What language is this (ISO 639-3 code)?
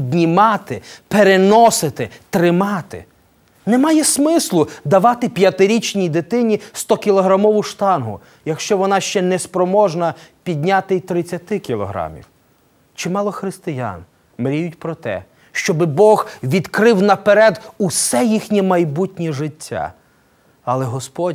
ukr